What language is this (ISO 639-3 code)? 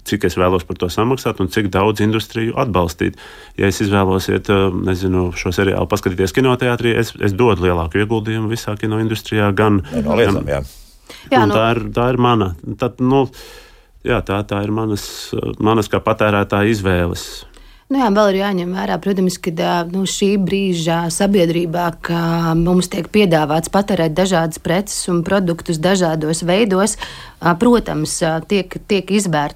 lav